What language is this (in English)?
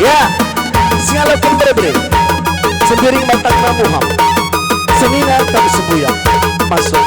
Batak Karo